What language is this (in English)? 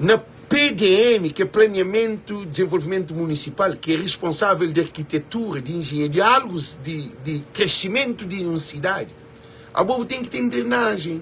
Kabuverdianu